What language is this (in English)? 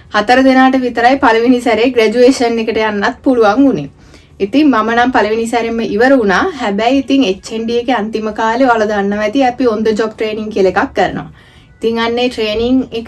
Sinhala